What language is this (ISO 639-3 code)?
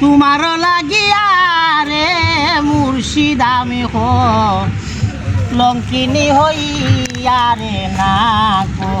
syl